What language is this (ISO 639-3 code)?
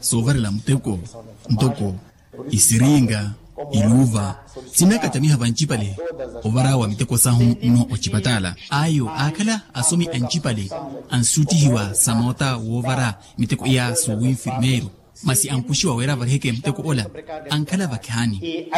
vmw